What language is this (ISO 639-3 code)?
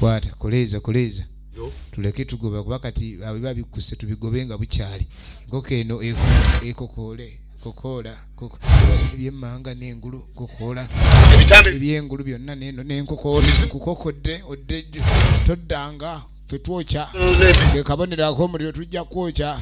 lug